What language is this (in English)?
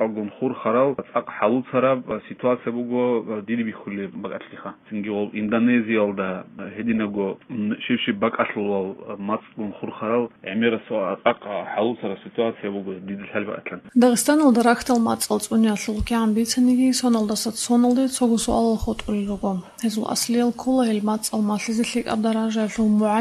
Avaric